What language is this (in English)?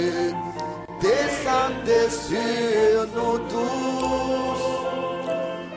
Kinyarwanda